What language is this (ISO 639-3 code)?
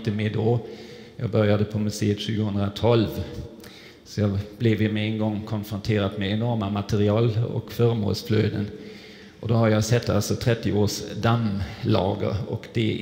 swe